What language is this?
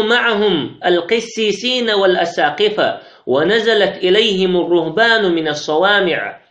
Chechen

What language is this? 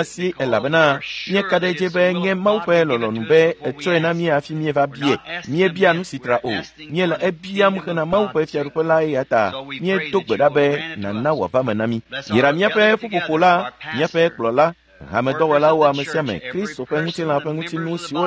Ewe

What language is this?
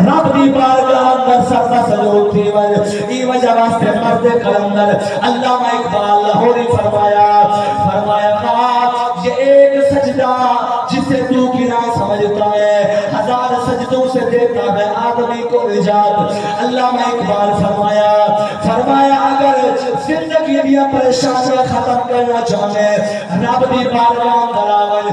Saraiki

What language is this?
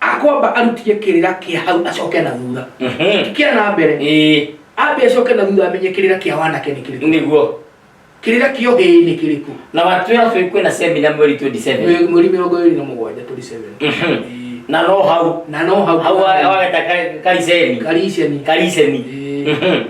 Kikuyu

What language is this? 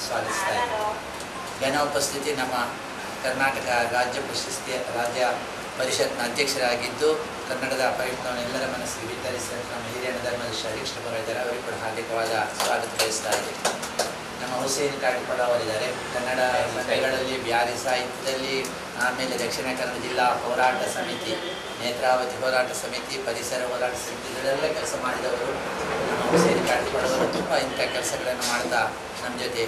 Kannada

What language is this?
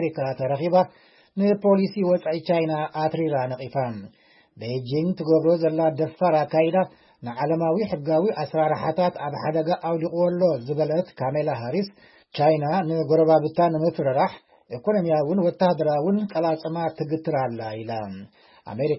Tigrinya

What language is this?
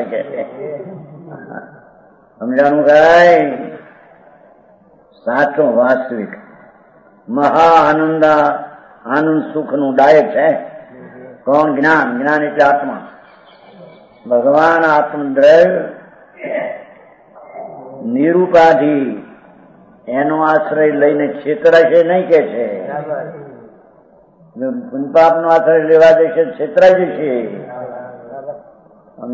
Gujarati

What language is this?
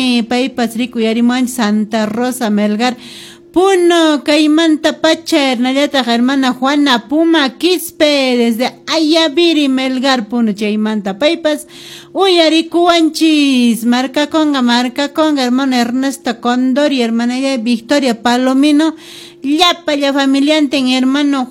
Quechua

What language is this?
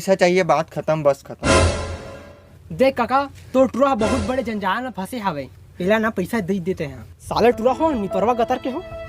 Chhattisgarhi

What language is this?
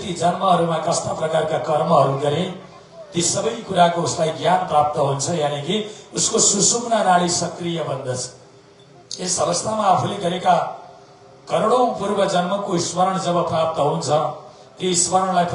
Nepali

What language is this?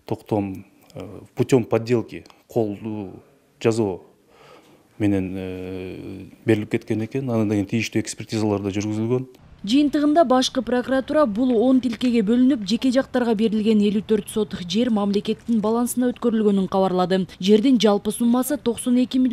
Kyrgyz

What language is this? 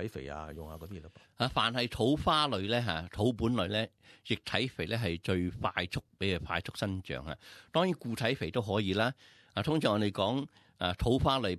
Cantonese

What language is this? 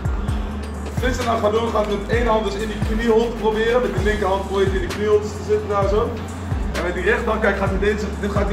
Dutch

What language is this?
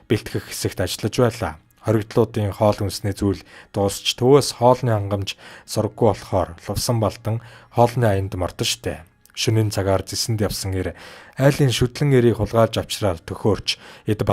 Mongolian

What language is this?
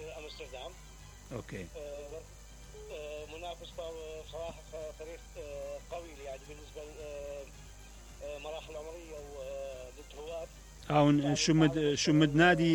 Mesopotamian Arabic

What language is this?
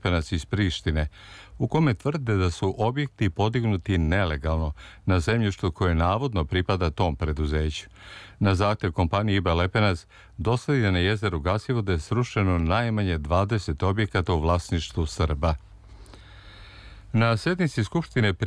Serbian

